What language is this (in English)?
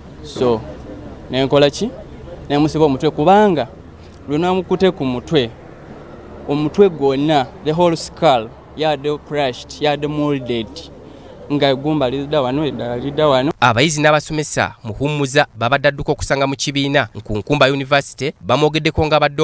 Ganda